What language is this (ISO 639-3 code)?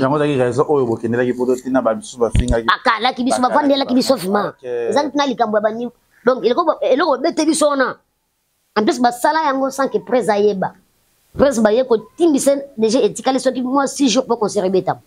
lin